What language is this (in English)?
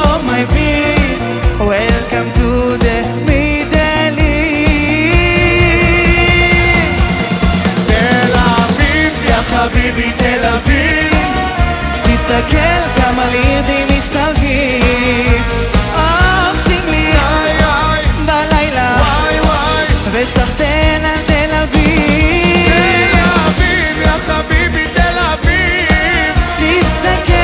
Hebrew